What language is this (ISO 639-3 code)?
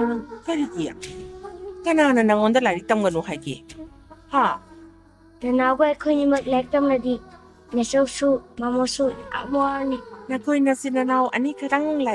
mni